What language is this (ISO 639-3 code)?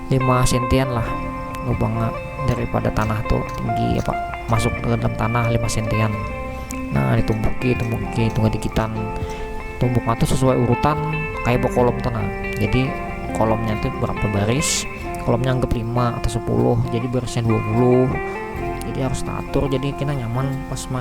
bjn